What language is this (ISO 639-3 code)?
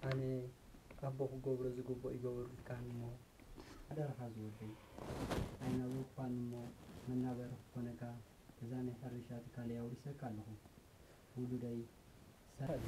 tir